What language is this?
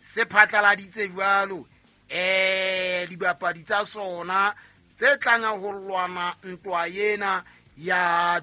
Southern Sotho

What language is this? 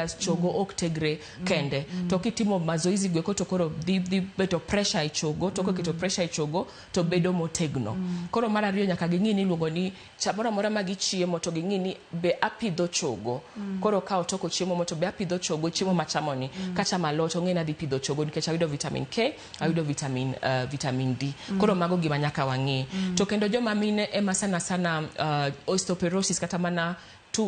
Luo (Kenya and Tanzania)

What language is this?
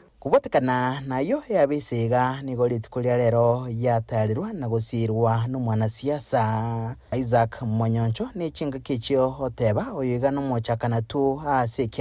Gusii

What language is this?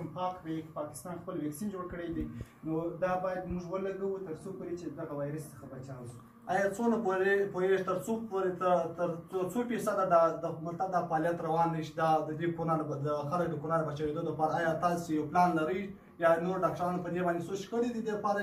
Pashto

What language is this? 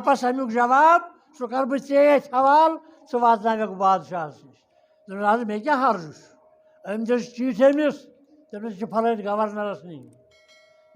Kashmiri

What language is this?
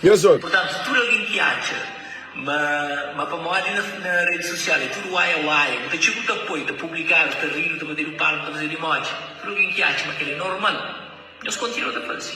Kabuverdianu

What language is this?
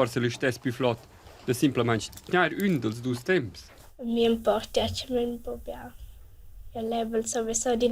Romansh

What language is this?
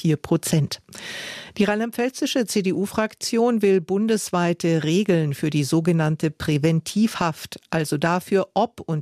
German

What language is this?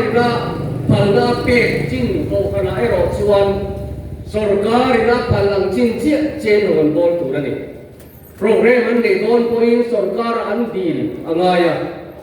Mizo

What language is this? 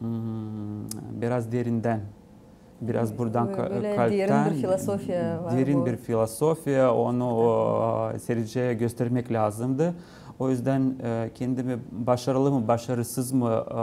Gagauz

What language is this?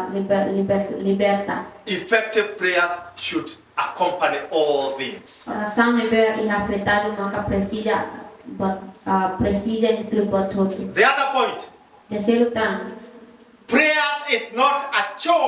Tetum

